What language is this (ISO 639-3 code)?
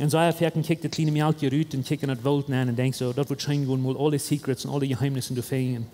pdt